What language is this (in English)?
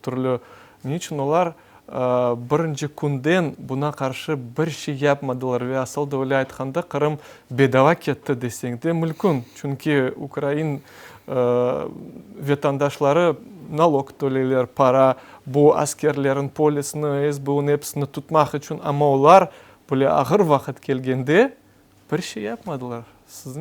Crimean Tatar